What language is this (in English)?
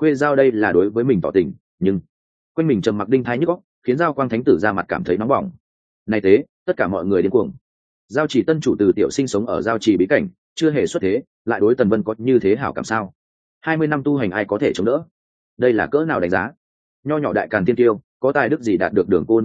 Vietnamese